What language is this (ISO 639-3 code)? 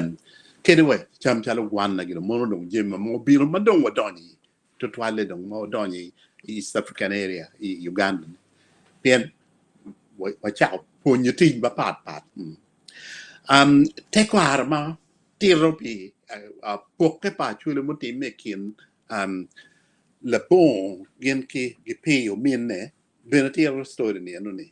ach